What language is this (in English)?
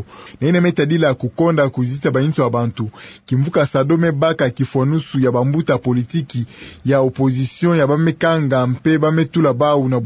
Kituba (Democratic Republic of Congo)